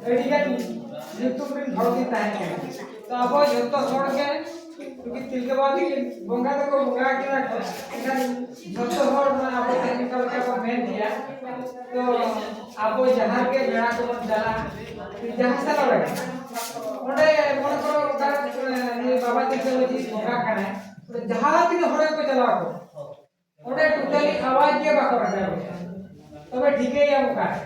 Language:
Santali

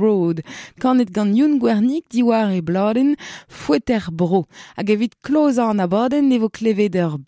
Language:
Breton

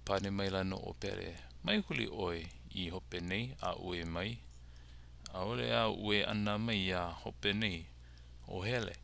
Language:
Hawaiian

